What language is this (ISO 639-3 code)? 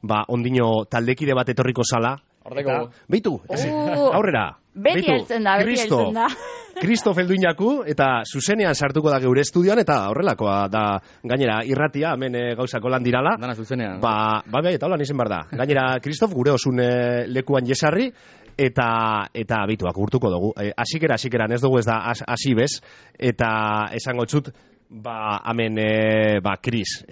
eus